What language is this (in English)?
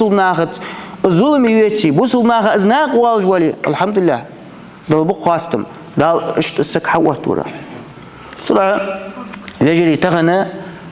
Ingush